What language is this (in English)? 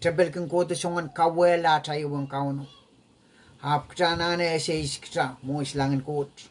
Pohnpeian